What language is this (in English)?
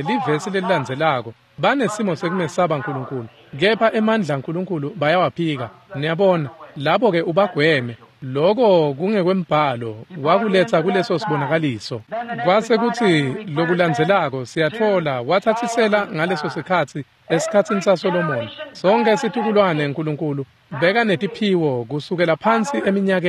Swati